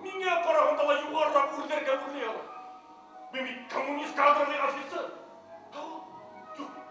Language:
Bashkir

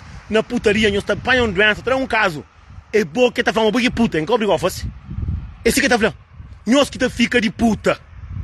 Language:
Kabuverdianu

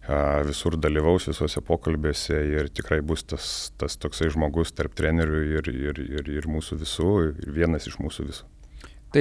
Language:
Lithuanian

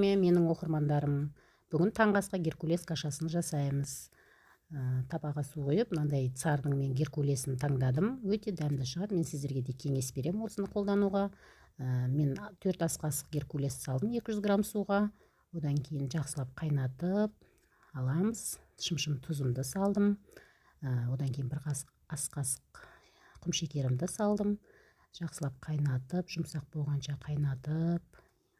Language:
Kazakh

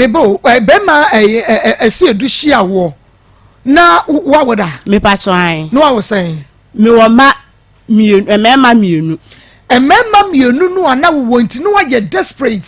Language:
Akan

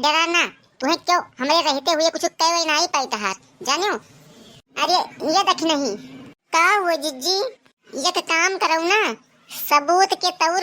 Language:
Awadhi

